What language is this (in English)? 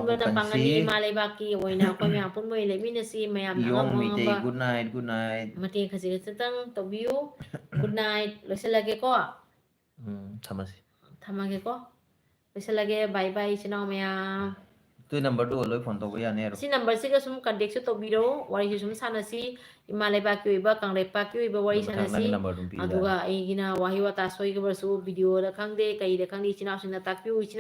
Manipuri